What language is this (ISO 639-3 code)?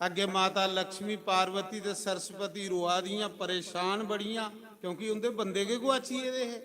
doi